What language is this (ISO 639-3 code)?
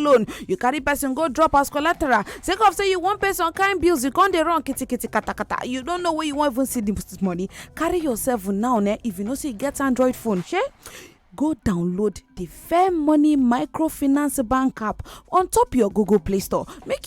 pcm